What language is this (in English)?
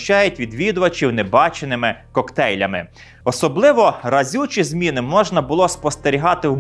Ukrainian